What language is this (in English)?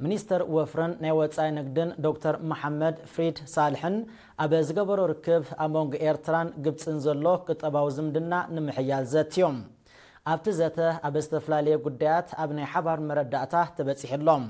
Tigrinya